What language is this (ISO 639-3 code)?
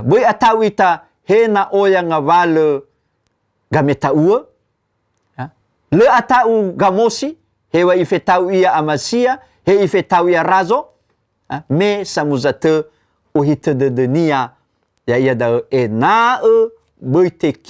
nia